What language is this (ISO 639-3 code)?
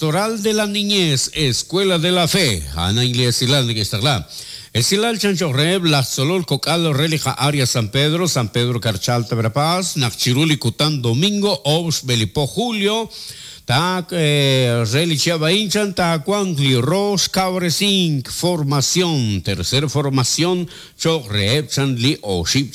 kek